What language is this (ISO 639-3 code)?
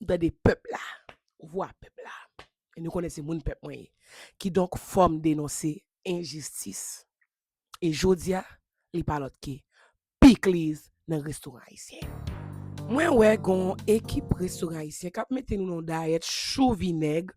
hat